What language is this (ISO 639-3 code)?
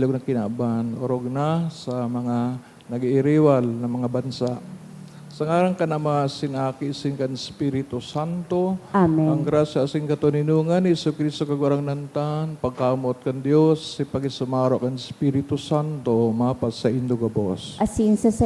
bik